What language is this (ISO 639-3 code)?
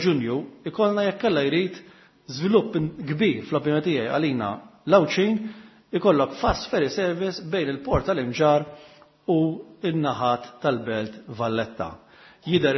mlt